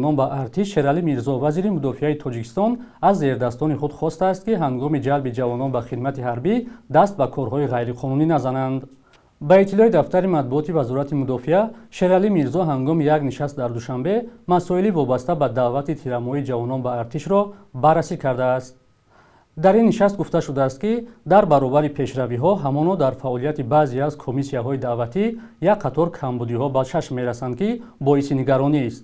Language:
Tajik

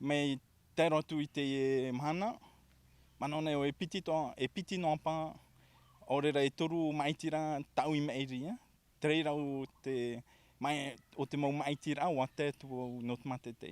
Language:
Tahitian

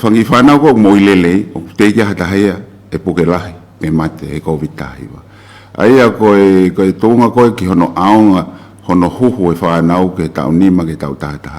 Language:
Tongan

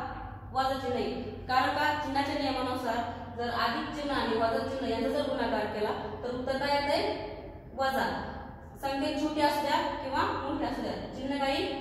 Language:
Marathi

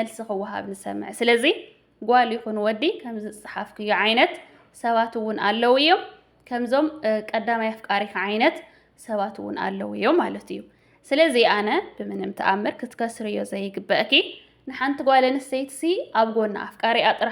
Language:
Tigrinya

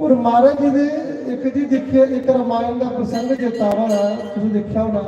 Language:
Dogri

